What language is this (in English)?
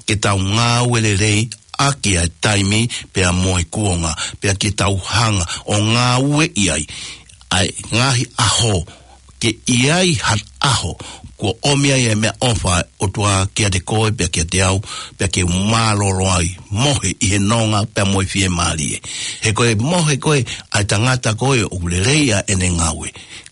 Tongan